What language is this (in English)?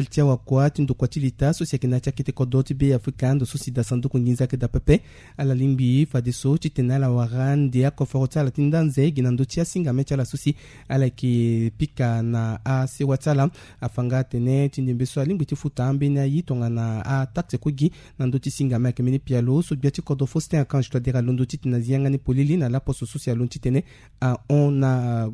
Sango